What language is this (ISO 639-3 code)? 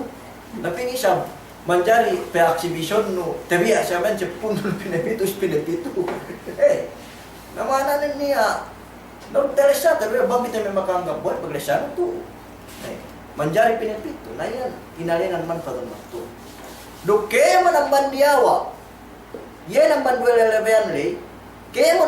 yka